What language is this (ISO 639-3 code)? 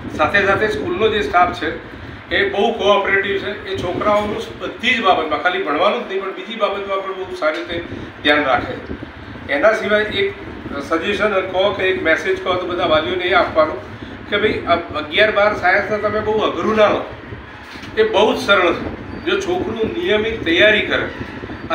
guj